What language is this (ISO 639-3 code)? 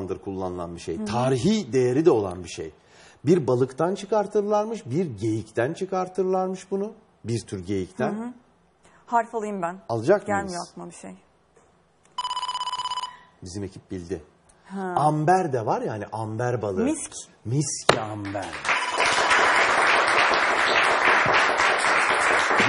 tur